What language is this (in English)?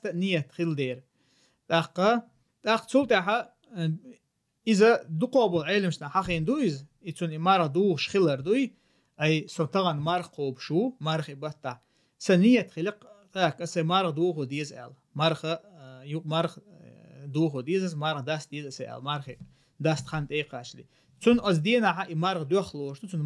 Chechen